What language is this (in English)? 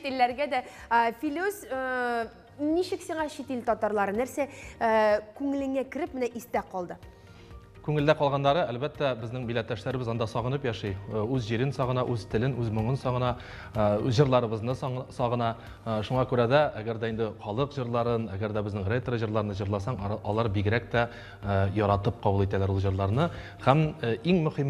Tatar